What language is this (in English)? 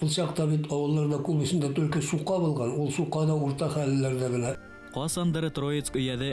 Bashkir